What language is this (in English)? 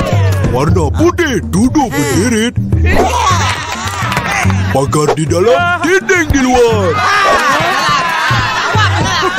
Malay